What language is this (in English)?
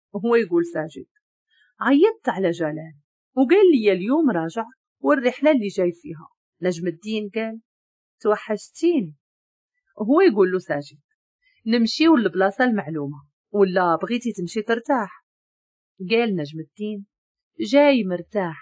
Moroccan Arabic